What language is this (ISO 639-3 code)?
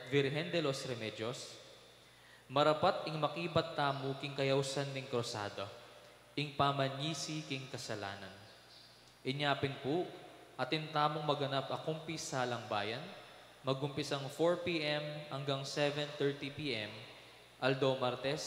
pam